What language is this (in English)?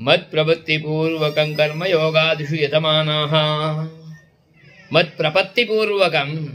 Sanskrit